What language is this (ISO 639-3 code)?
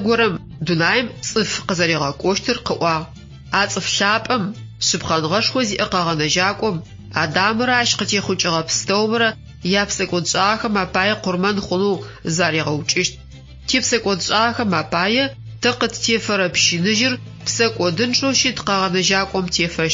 ady